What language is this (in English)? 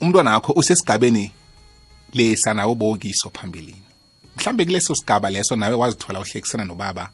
South Ndebele